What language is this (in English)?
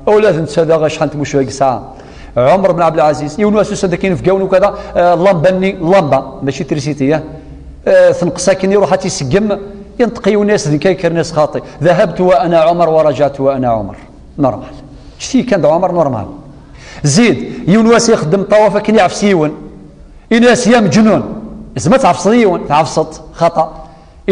Kabyle